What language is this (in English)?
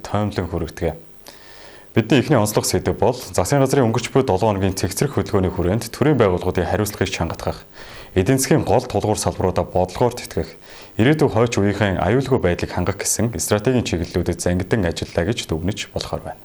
Mongolian